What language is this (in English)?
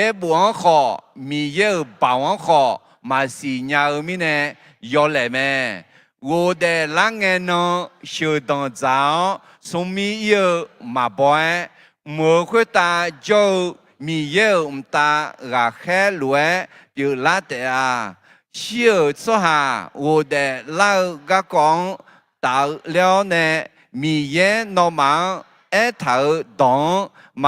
Akha